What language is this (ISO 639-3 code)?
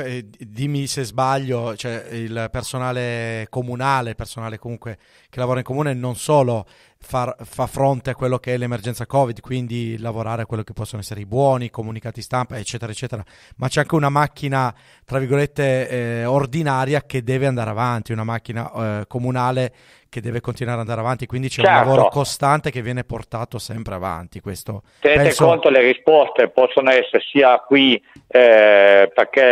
ita